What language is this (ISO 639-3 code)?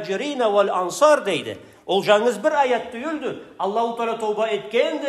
krc